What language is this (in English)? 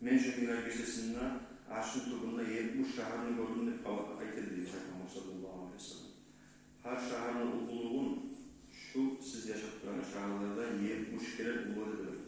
Kumyk